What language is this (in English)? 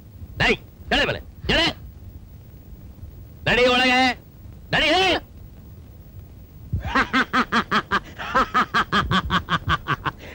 Kannada